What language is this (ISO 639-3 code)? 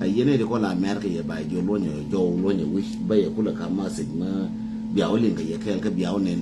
nus